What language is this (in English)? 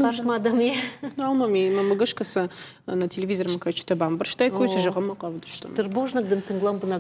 Ossetic